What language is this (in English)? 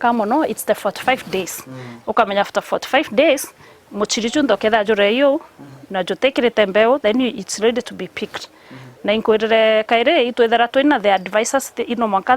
Meru